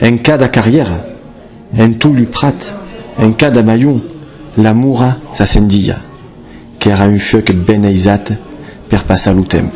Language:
Occitan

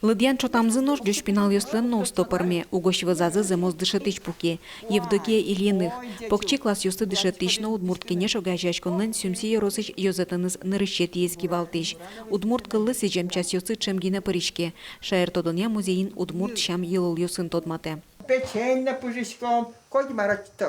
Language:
Udmurt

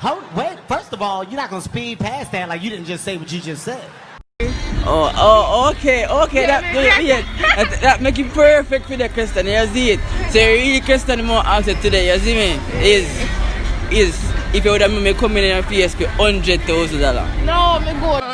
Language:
Jamaican Creole English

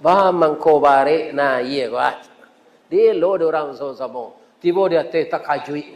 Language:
Minangkabau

